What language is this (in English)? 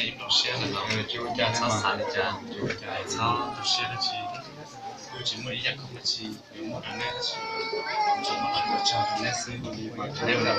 Hmong